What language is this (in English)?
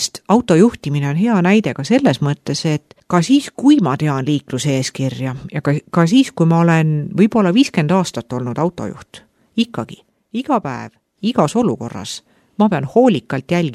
Estonian